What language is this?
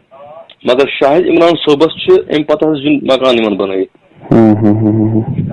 Kashmiri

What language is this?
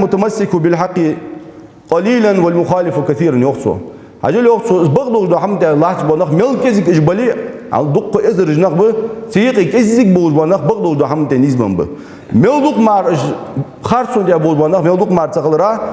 Ingush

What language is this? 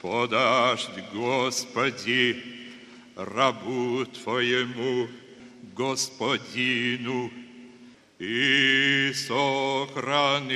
Belarusian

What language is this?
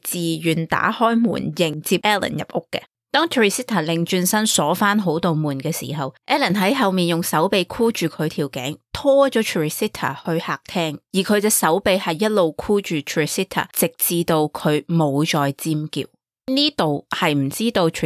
Cantonese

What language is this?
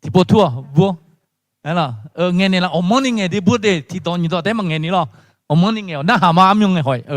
Akha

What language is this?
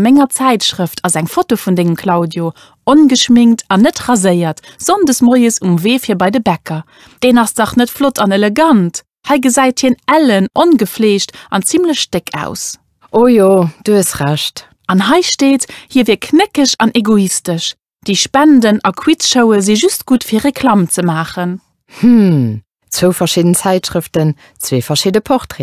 Luxembourgish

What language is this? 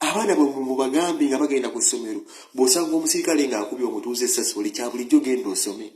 Ganda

